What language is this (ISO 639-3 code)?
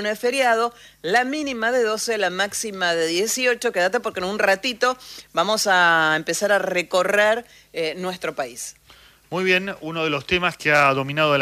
spa